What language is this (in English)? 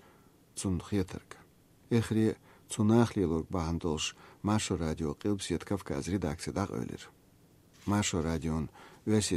Chechen